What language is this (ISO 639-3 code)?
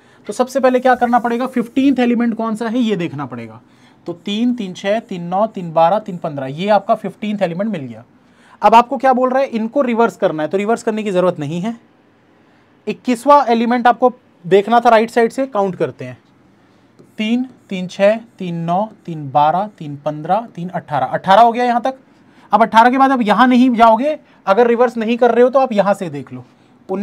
hin